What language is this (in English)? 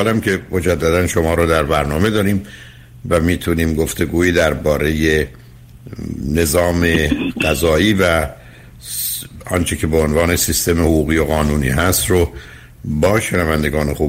Persian